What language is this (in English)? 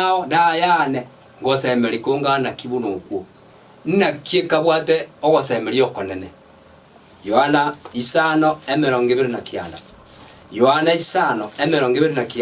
Gusii